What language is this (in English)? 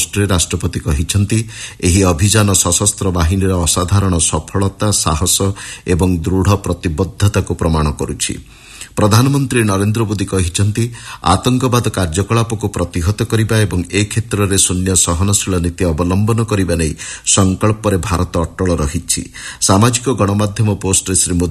Odia